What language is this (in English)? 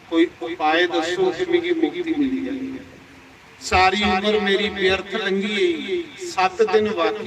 Dogri